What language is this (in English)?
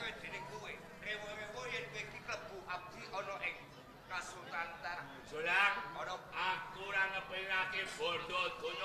Javanese